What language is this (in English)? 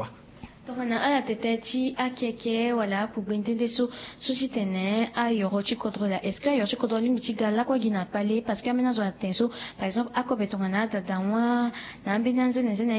Sango